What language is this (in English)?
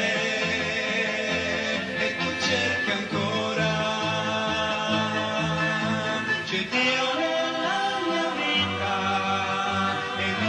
Italian